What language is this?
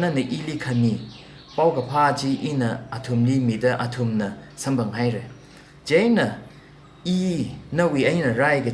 Tangkhul Naga (India)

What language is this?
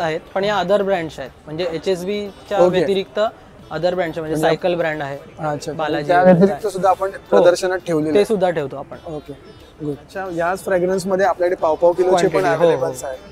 Marathi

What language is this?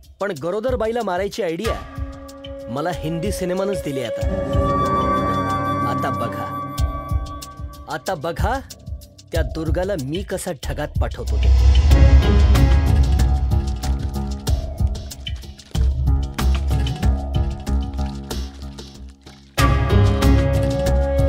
Marathi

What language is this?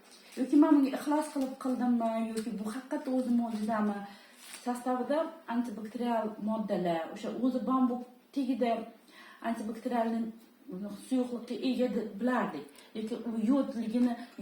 Uzbek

